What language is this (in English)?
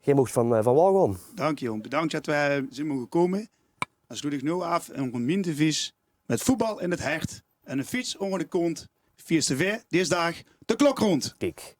Limburgish